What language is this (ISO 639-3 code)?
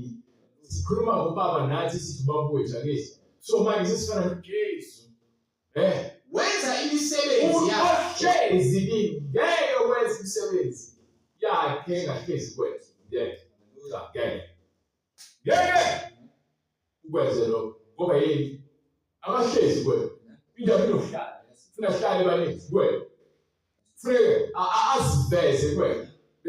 zul